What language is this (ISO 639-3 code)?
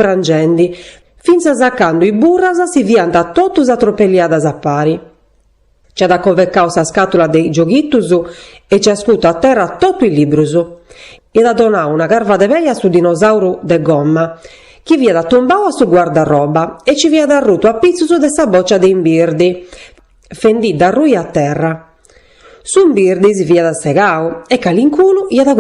srd